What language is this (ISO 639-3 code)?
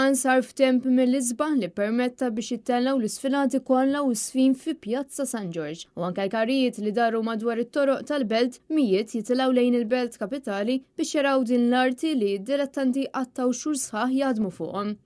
mlt